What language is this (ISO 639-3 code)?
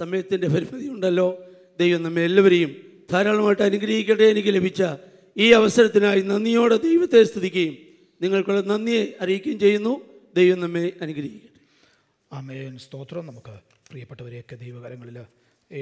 mal